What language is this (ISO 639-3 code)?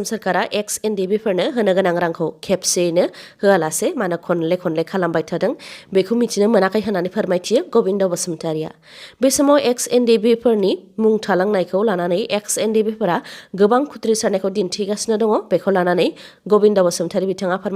brx